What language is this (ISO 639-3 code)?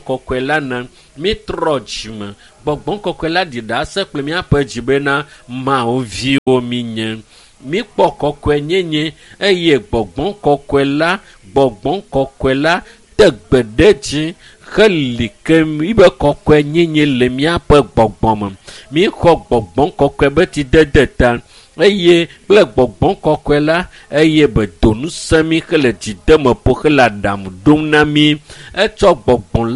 ewe